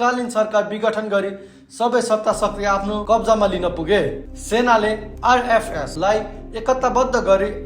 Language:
Nepali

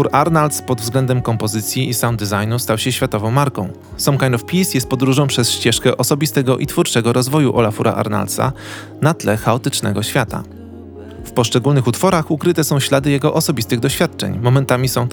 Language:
Polish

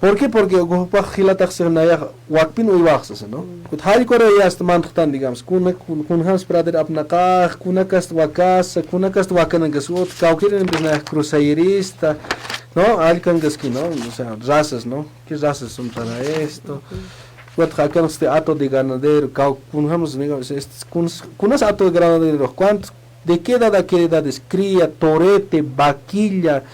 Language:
Aymara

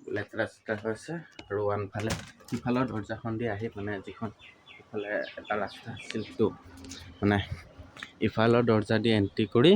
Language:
Assamese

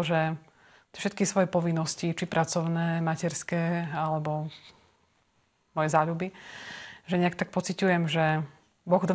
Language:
Slovak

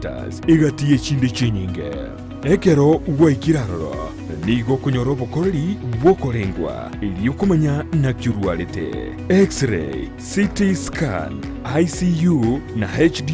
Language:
Gusii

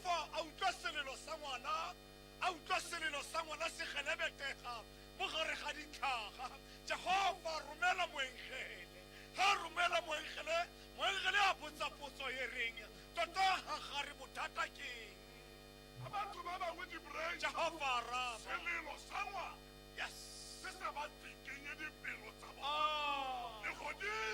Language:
Tswana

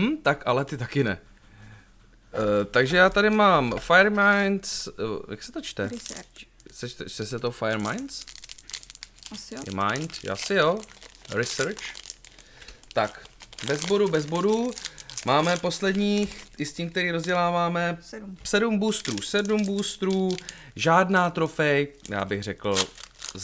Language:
Czech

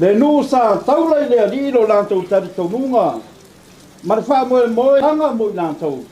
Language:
Samoan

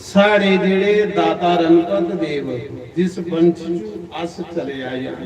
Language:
Dogri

